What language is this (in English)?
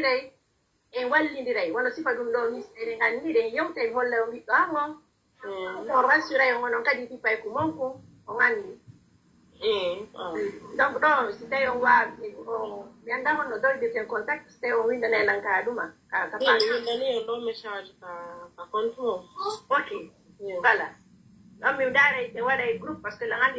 Pular